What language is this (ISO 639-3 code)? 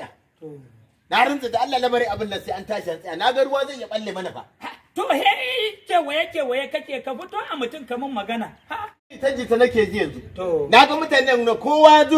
hau